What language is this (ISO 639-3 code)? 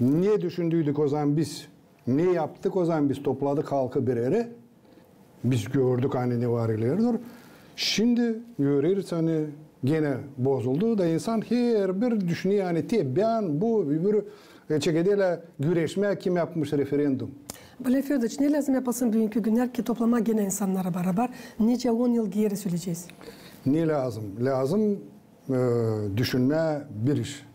gag